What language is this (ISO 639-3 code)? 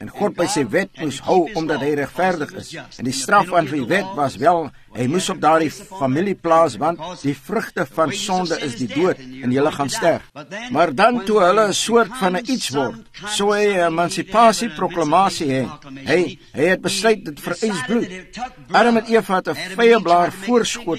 afr